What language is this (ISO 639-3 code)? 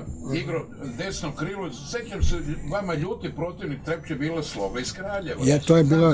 srp